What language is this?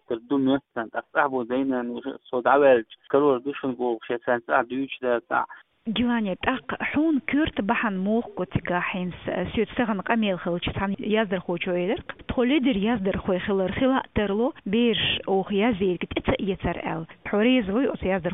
Chechen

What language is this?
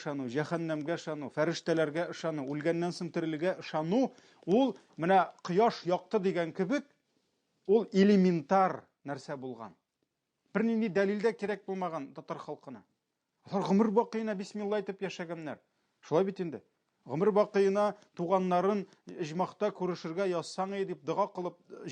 Tatar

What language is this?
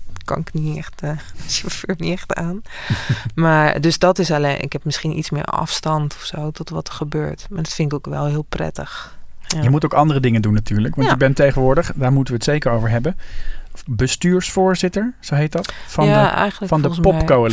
Dutch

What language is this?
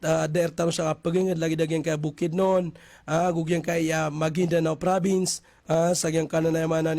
Maranao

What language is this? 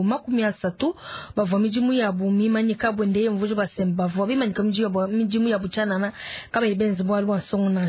Luba-Lulua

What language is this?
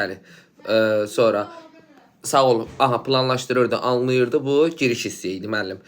Azerbaijani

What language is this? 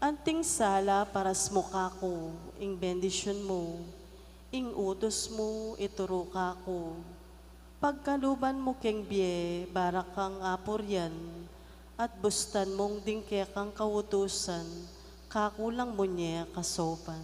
Pampanga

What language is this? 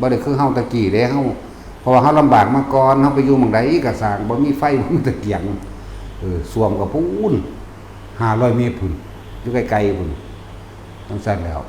Northeastern Thai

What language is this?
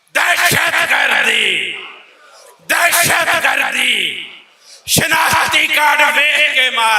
Western Panjabi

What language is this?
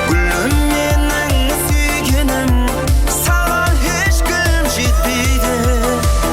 Kara-Kalpak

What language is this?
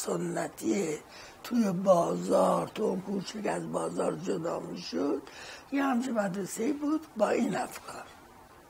Persian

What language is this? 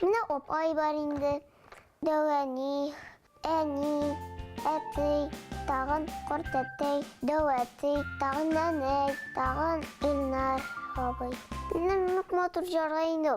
Bashkir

